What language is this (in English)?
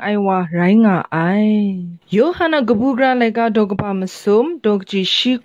Kachin